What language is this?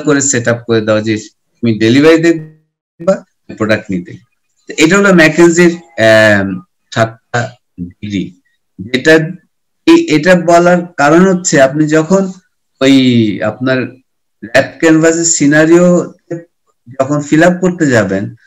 Bangla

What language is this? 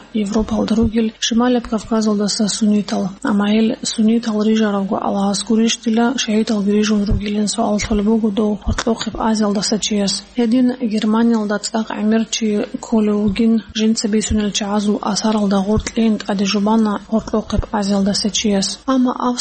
Avaric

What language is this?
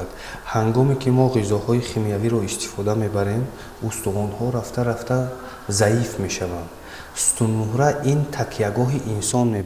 Tajik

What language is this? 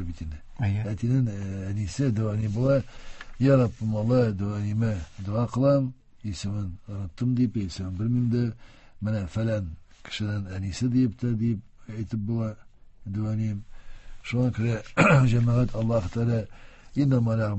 Tatar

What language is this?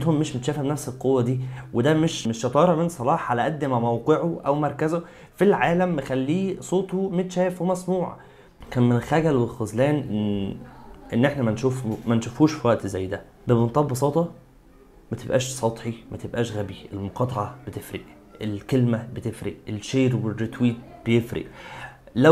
Egyptian Arabic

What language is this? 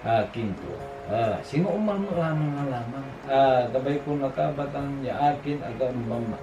Pangasinan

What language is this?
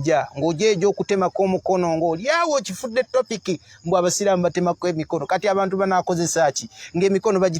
Ganda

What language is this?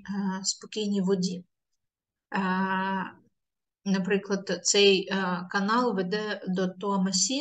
Ukrainian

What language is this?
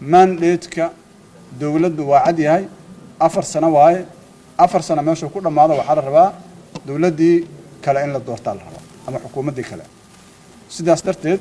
Somali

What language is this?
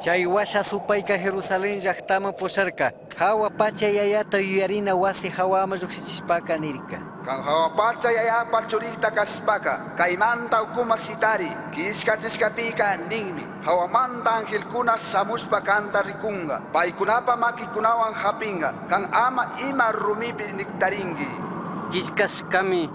Chimborazo Highland Quichua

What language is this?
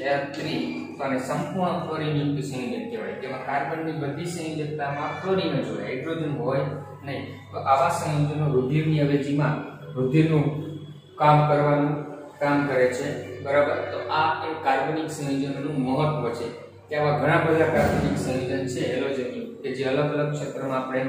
Gujarati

